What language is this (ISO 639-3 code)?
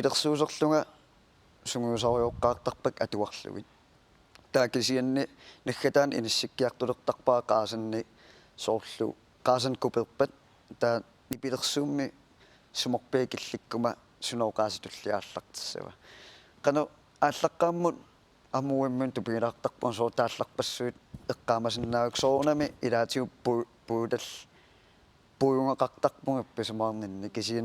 kal